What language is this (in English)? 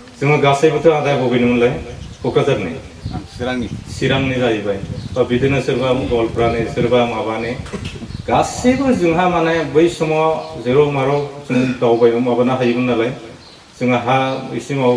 Bodo